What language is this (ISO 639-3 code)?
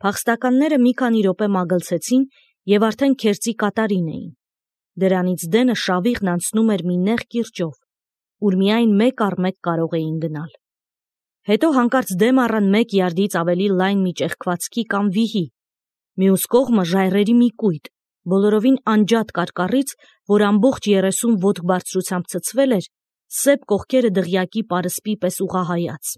hye